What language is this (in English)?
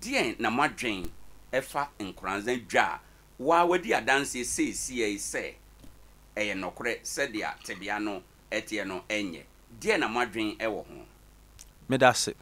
Akan